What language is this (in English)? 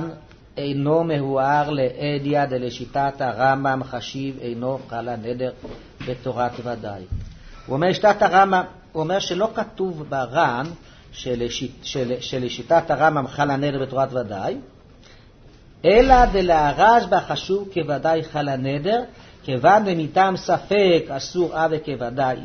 Hebrew